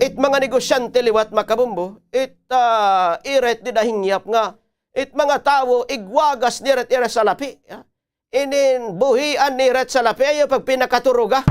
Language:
Waray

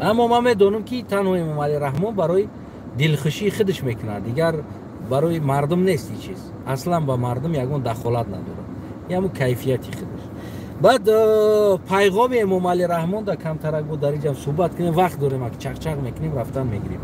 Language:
Tajik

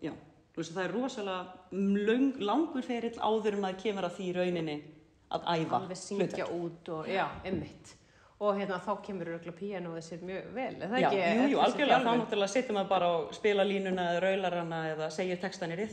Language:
Icelandic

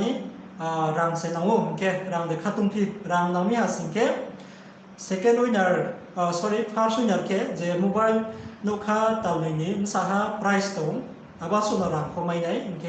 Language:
Riang (India)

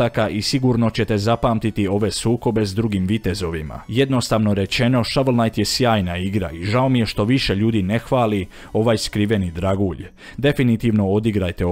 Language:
Croatian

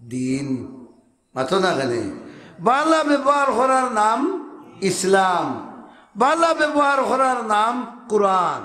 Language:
Sylheti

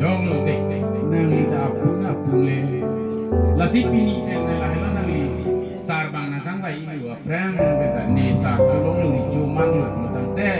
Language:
Karbi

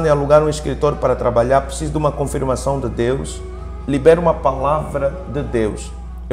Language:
Portuguese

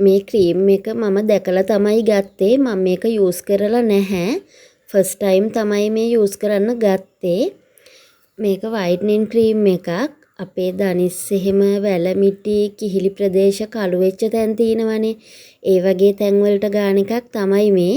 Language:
Sinhala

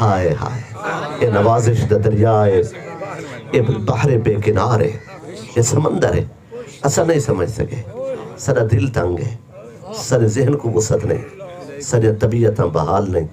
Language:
Saraiki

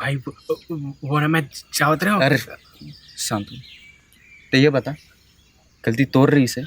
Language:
Chhattisgarhi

